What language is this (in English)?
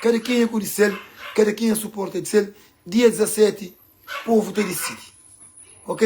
Kabuverdianu